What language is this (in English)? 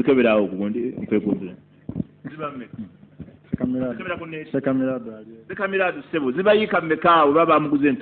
Ganda